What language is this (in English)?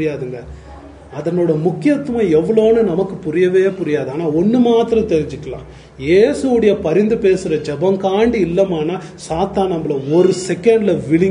Tamil